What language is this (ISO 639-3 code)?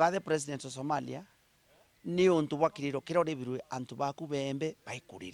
mer